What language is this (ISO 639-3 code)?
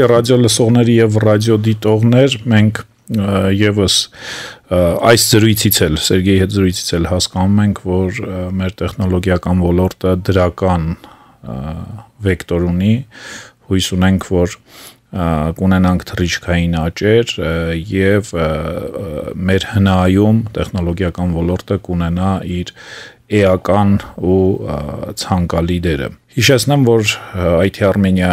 hye